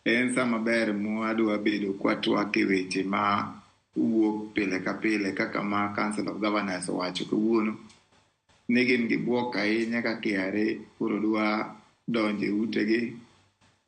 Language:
Luo (Kenya and Tanzania)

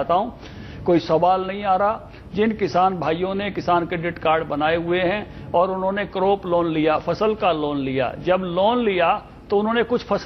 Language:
Hindi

